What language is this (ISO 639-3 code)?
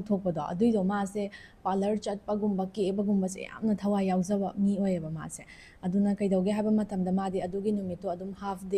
mni